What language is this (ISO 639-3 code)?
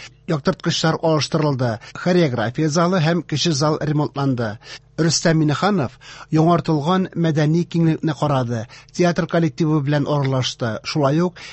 tat